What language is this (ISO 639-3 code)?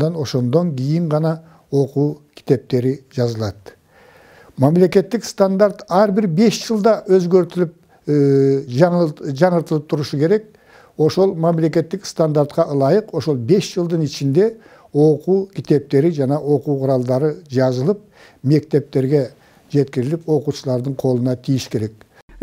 kir